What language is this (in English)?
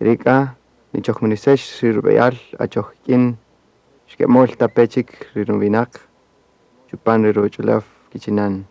Kaqchikel